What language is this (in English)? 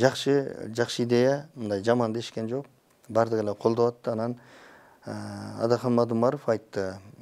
Kyrgyz